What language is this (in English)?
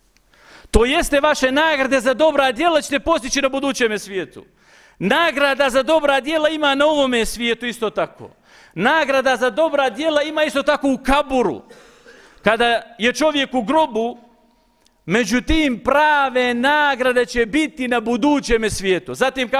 Bosnian